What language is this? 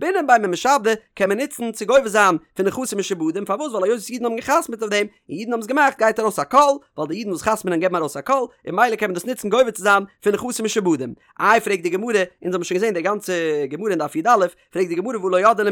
Yiddish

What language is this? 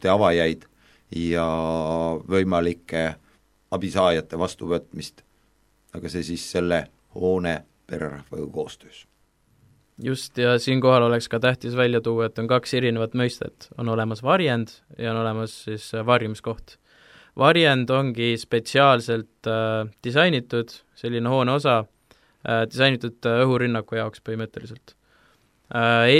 Estonian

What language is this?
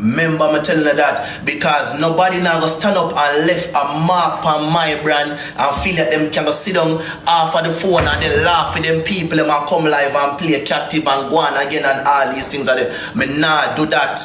Jamaican Creole English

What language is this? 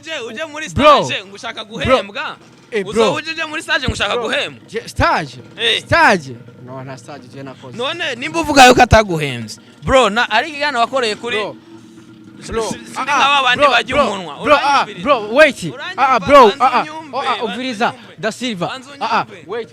Rundi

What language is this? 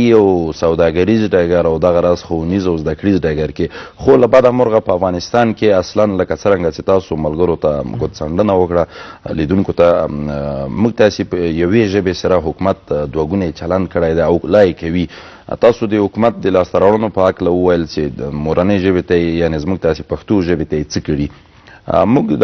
Pashto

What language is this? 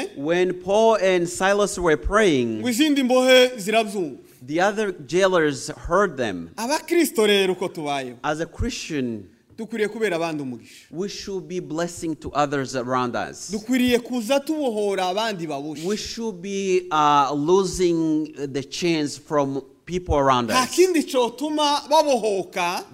Kinyarwanda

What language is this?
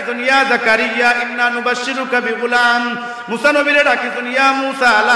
Sylheti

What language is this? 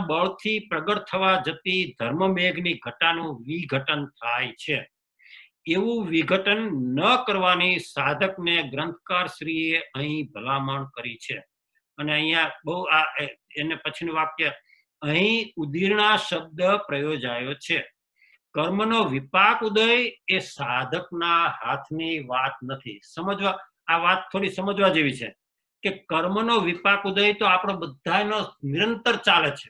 Gujarati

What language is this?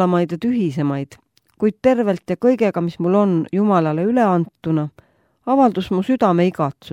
Estonian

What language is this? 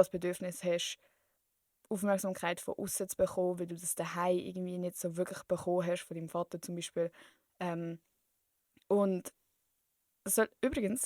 Swiss German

